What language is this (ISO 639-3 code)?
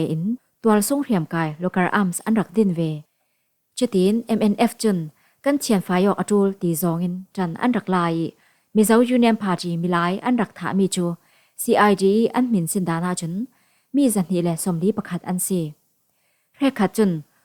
cfm